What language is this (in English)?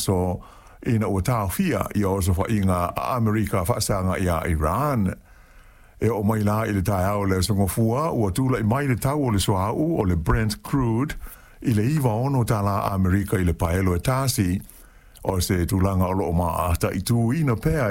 Samoan